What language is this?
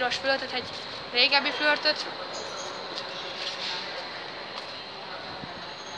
Hungarian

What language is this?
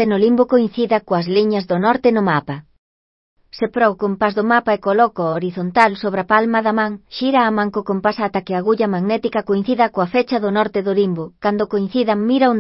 Galician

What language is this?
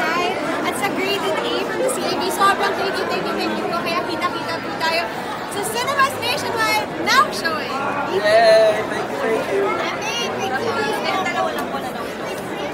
Filipino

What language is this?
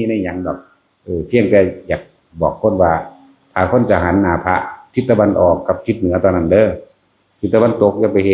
Northeastern Thai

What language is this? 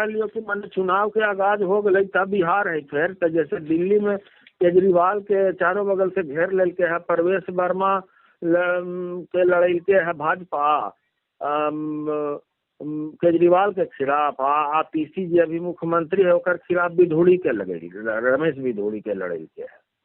Magahi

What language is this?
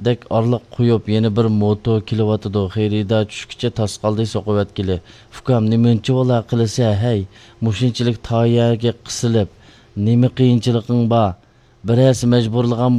Uyghur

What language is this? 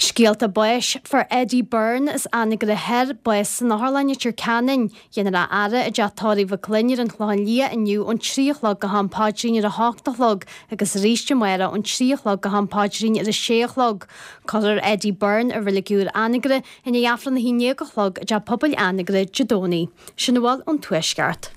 Irish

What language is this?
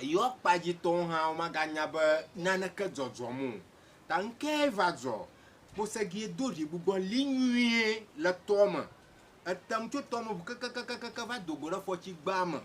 Ewe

